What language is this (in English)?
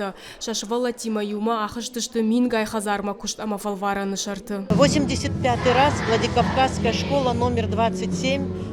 Ossetic